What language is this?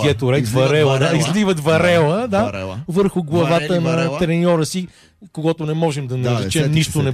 Bulgarian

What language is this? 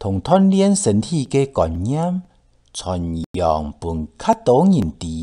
Hakka Chinese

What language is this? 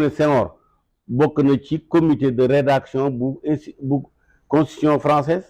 Wolof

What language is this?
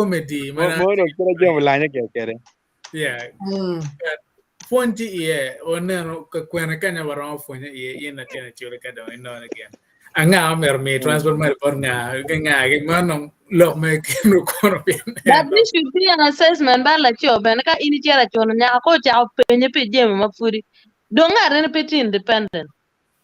Acoli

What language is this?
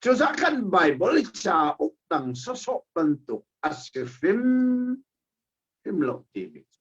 Hakha Chin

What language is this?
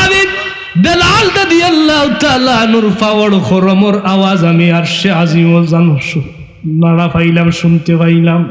Sylheti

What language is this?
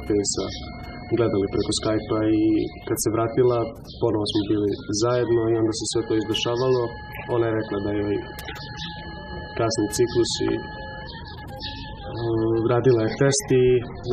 Serbian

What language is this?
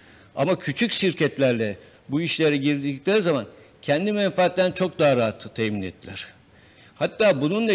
Turkish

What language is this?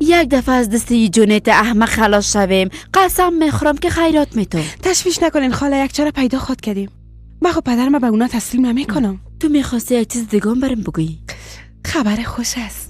Persian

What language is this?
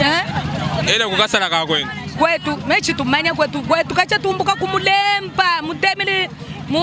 Luba-Lulua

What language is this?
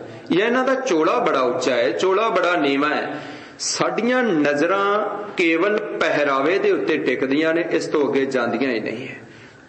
Punjabi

